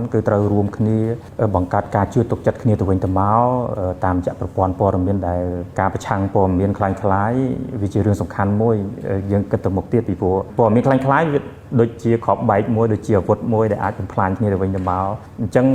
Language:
Khmer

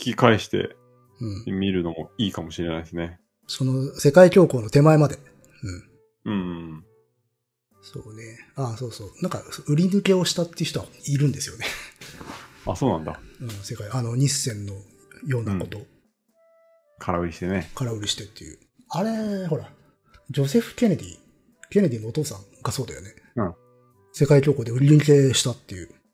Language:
Japanese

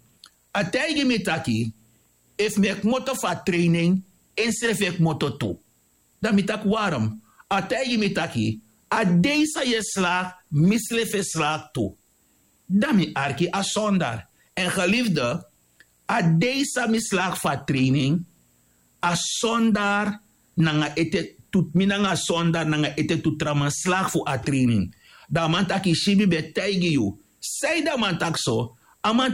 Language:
Sranan Tongo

